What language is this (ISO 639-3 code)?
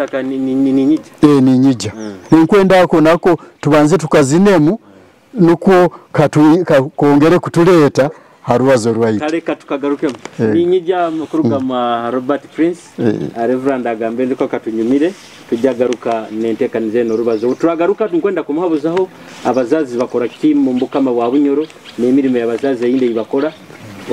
nyo